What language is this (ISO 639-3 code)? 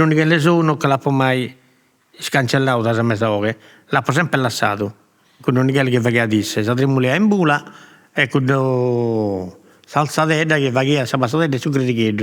srd